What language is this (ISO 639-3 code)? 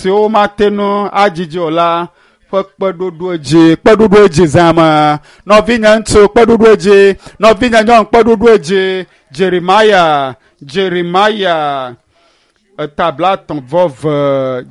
ewe